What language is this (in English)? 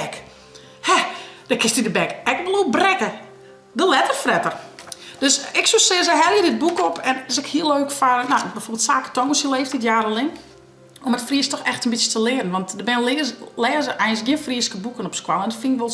Western Frisian